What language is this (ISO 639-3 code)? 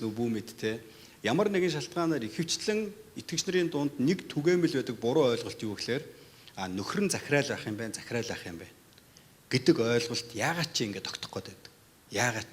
mon